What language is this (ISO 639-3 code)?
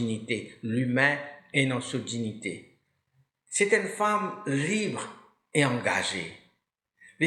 mfe